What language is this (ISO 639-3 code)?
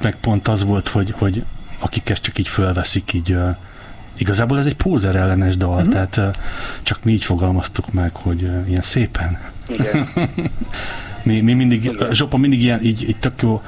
hun